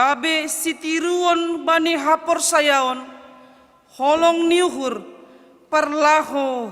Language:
Batak Simalungun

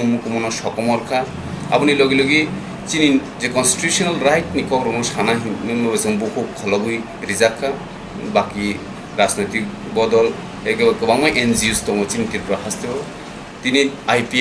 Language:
Kok Borok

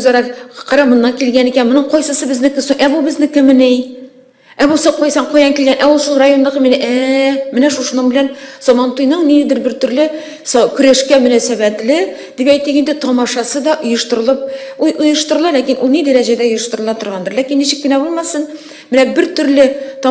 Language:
Tatar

